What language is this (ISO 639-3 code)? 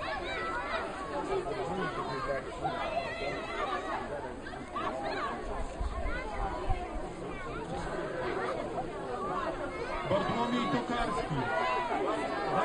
pol